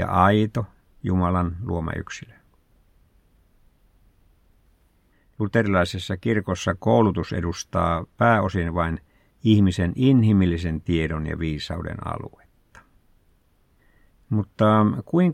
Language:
Finnish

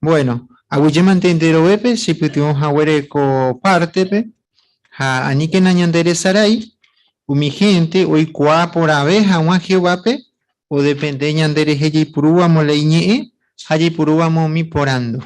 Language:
Guarani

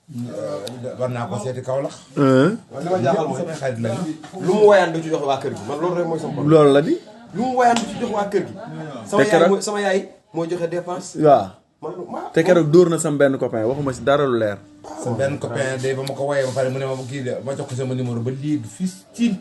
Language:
Wolof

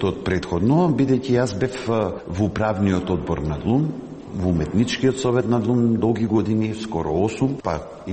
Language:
Macedonian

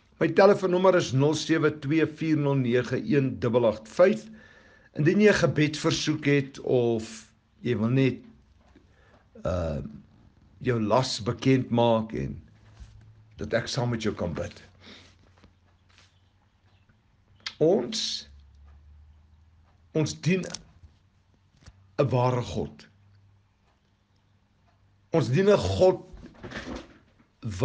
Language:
Afrikaans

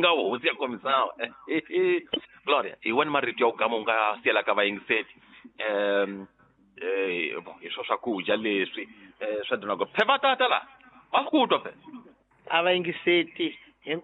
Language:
Tsonga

